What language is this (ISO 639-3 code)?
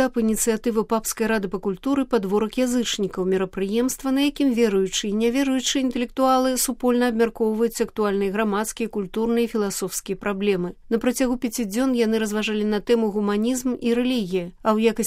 bel